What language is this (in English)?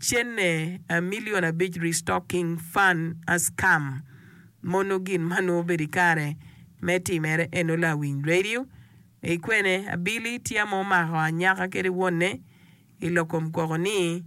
Acoli